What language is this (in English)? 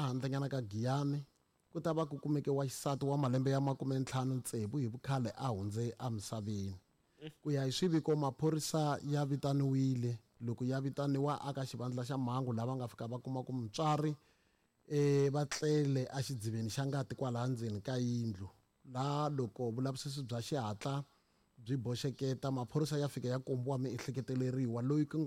Tsonga